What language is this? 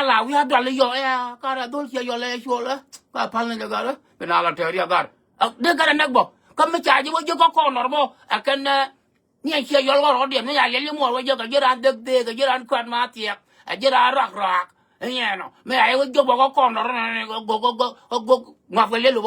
Nuer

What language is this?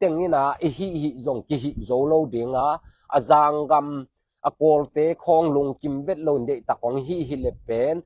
Tedim Chin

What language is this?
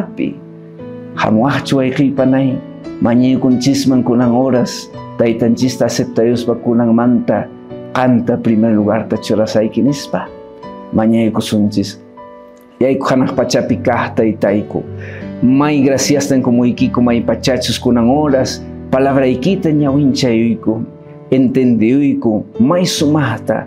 Quechua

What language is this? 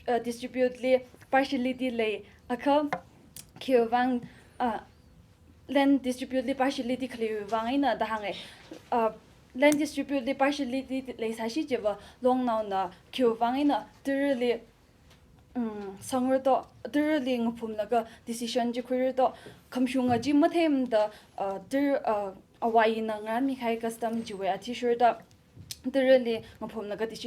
Tangkhul Naga (India)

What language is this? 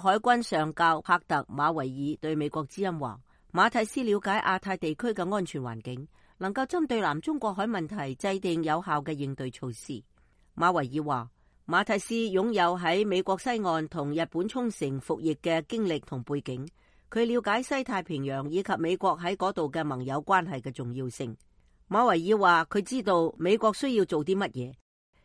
Cantonese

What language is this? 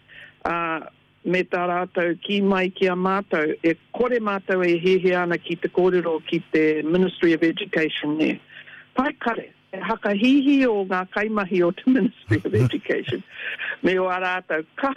Māori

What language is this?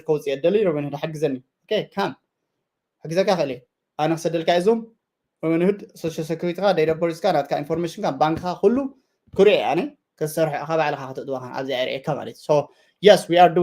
Tigrinya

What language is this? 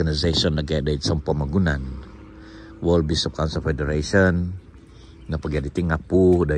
Central Dusun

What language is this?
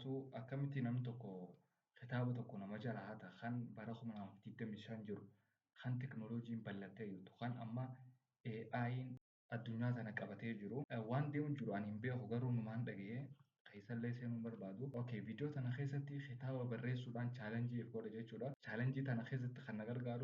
Oromo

